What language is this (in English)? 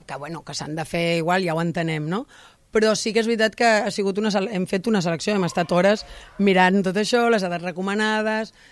Catalan